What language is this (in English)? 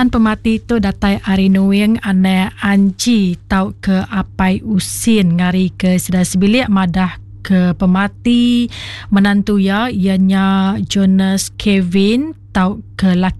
Iban